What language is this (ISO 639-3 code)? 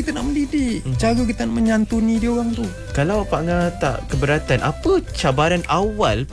msa